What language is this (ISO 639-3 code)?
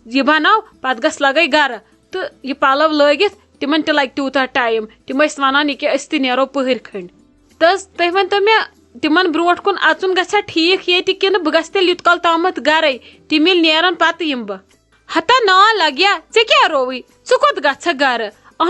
kas